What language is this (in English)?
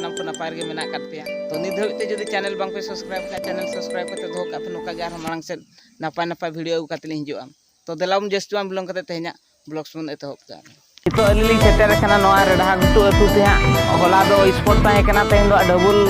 Santali